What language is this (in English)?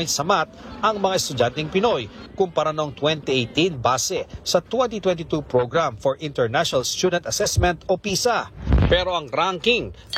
Filipino